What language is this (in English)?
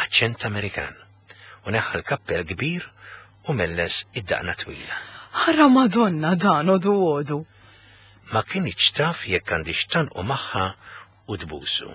Maltese